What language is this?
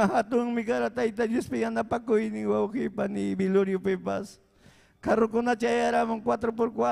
Ayacucho Quechua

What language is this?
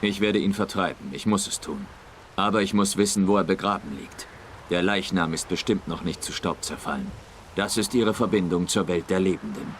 Swiss German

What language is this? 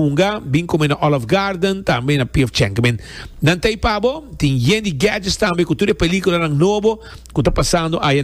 Papiamento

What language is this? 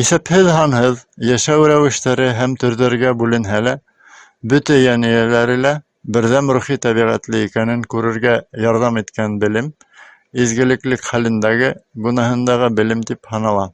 Bashkir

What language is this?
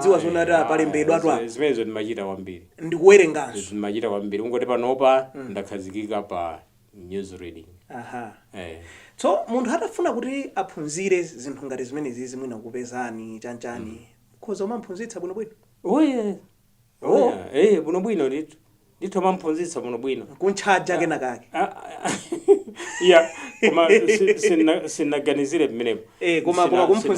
Nyanja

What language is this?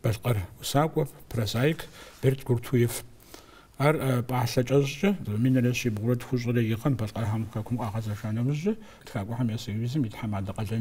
Kabardian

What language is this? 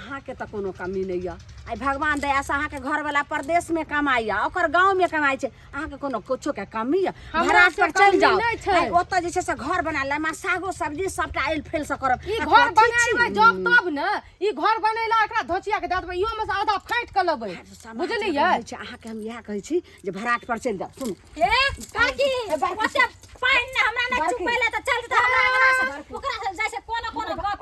Maithili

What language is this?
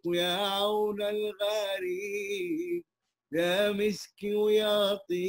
Arabic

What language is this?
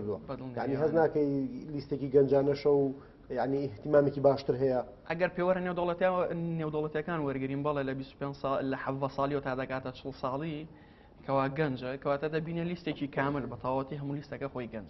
Central Kurdish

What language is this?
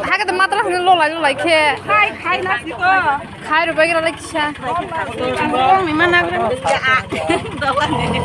Kok Borok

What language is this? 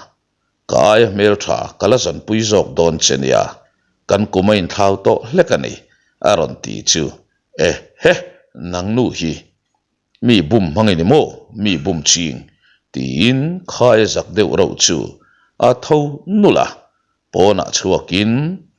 Mizo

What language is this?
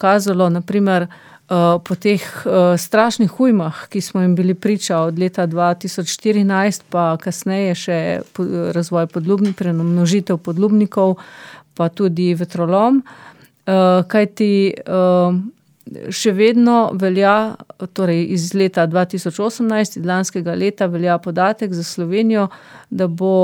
Slovenian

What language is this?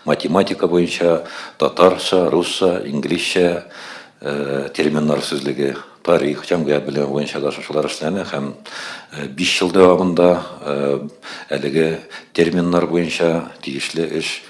Tatar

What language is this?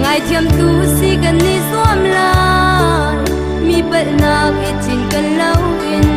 Hakha Chin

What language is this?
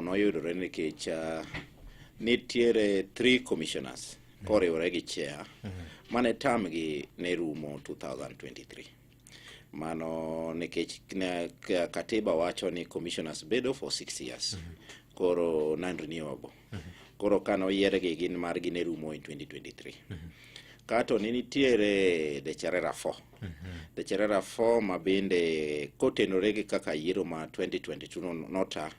Luo (Kenya and Tanzania)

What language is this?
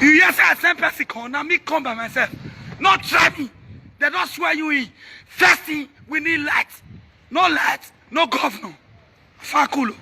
Nigerian Pidgin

